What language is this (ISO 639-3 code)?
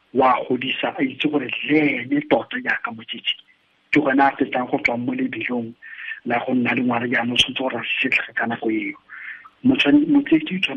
tsn